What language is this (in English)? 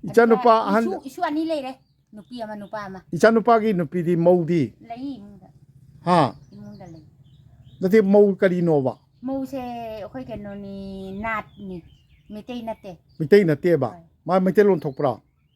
Manipuri